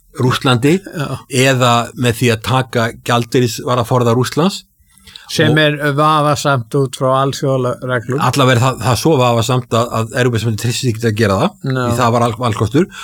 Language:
Icelandic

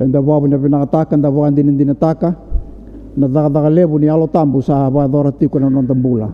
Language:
Fijian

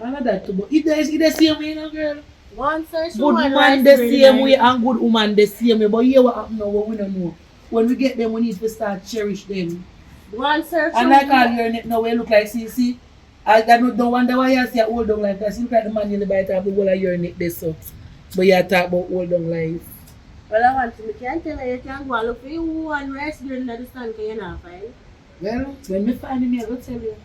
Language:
Jamaican Creole English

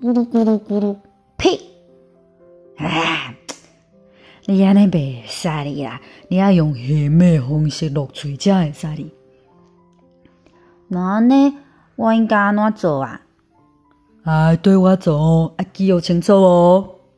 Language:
Min Nan Chinese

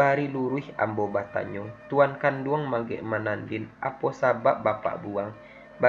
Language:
Minangkabau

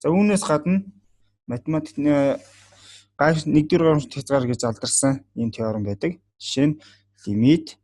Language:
Mongolian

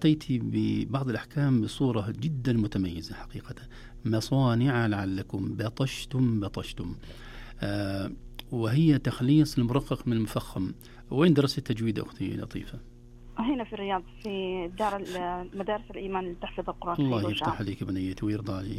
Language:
Najdi Arabic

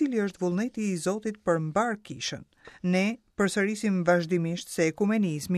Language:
Albanian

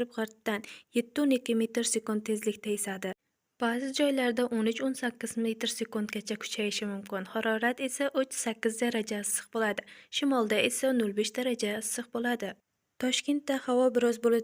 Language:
Uzbek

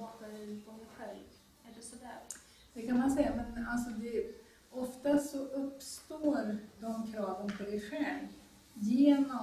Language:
Swedish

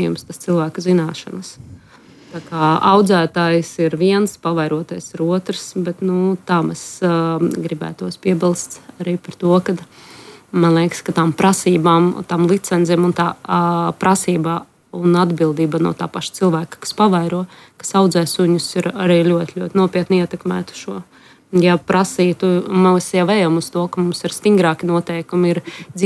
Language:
Latvian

